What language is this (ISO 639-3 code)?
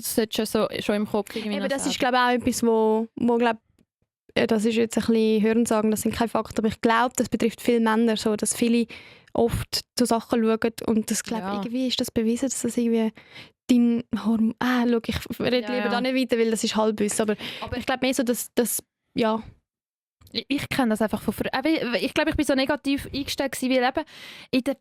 gsw